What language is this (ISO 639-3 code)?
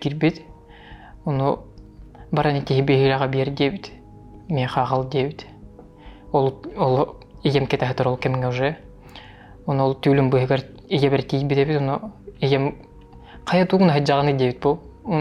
sah